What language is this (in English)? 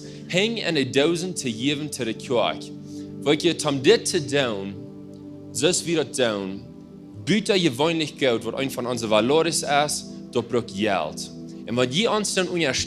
Plautdietsch